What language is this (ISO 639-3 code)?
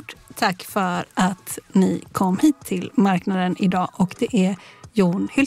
swe